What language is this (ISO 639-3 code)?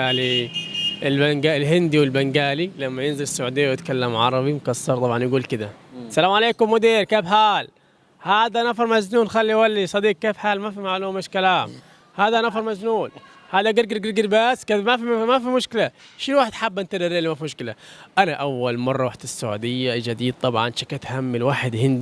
arz